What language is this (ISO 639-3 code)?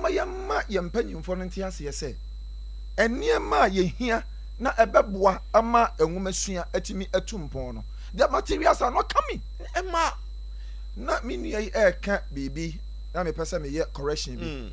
aka